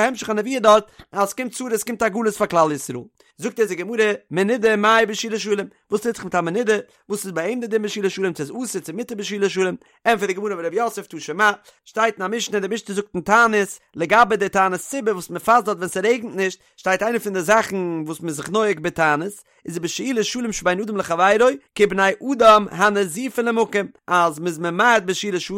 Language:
Yiddish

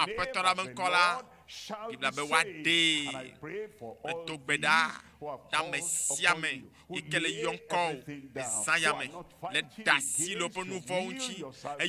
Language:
Ewe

